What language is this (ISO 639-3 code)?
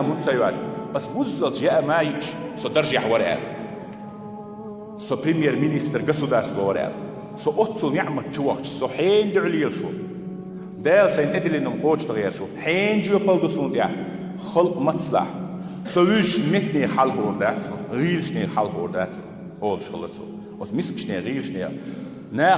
che